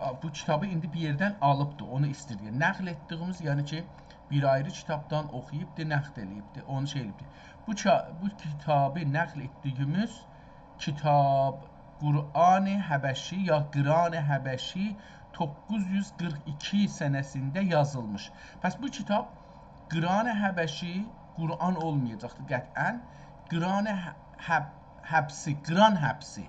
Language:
South Azerbaijani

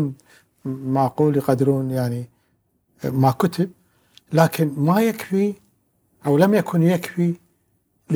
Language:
Gulf Arabic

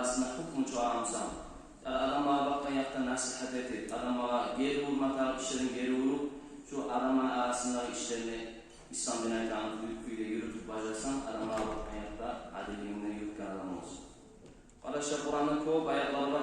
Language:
Kumyk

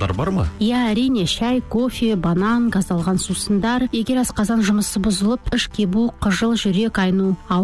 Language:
Kazakh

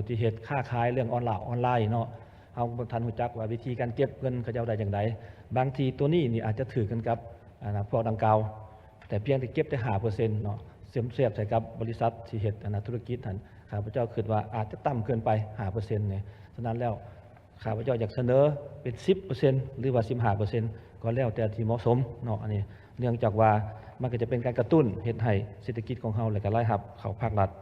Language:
Lao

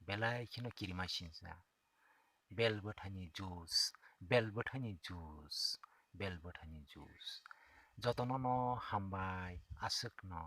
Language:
Kok Borok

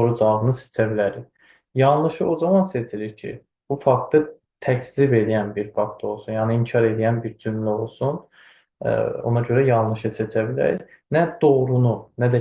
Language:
Azerbaijani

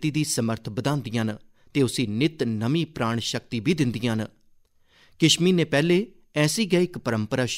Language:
Dogri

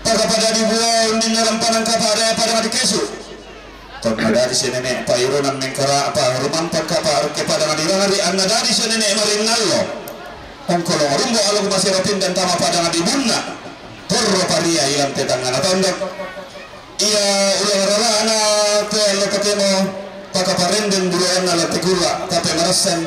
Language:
Toraja-Sa'dan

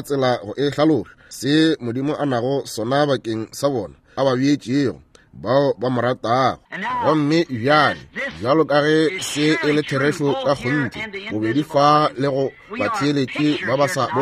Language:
Northern Sotho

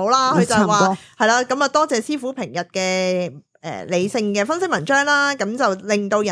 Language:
Cantonese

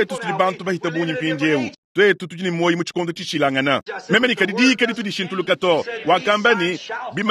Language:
Luba-Lulua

